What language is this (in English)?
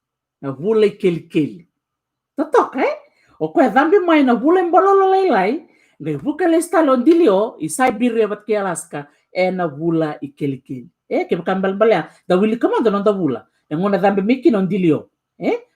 Fijian